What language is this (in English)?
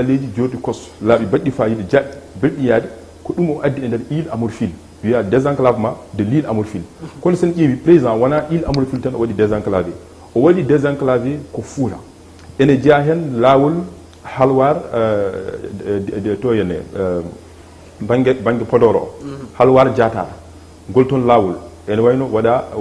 Fula